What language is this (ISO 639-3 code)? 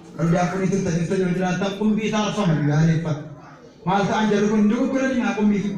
orm